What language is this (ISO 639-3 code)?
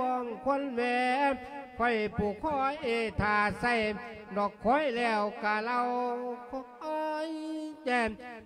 lao